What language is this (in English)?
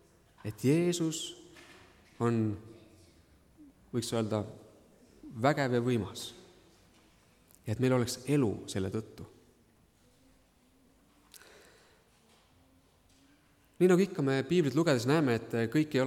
Estonian